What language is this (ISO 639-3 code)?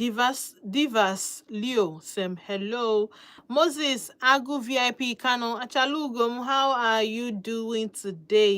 ibo